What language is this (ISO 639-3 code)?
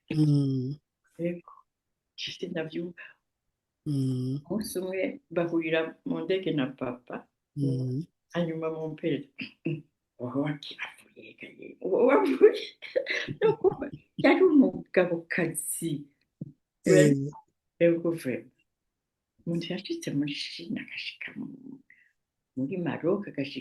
run